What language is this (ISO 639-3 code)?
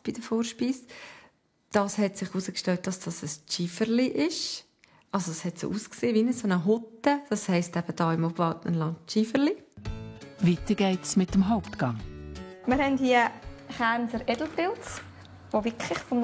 gsw